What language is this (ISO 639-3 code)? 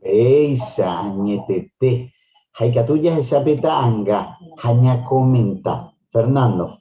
grn